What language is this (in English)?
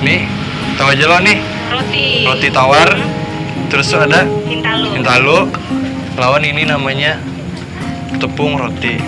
Banjar